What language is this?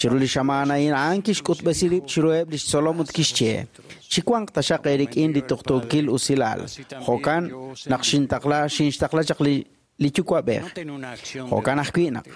Kekchí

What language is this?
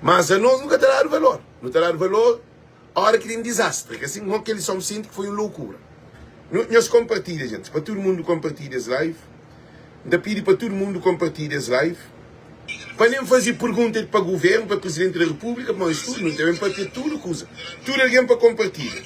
Kabuverdianu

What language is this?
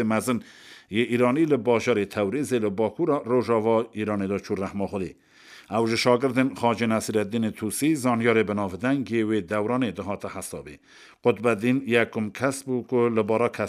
Kurdish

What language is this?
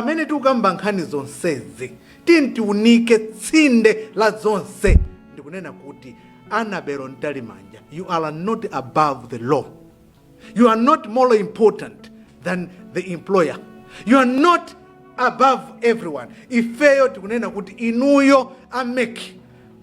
Nyanja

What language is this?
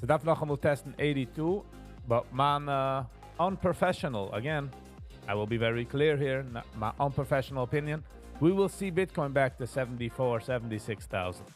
Yiddish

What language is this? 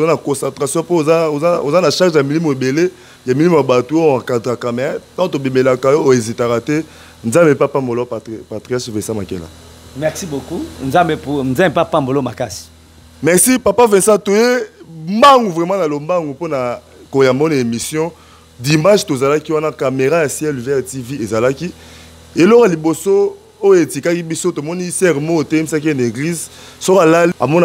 Lingala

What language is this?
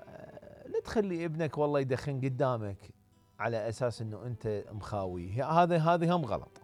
Mesopotamian Arabic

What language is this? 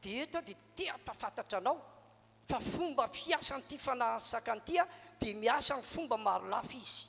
Malagasy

